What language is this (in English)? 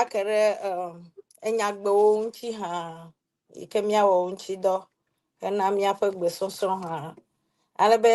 Ewe